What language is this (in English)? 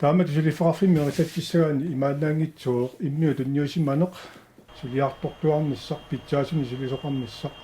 Kalaallisut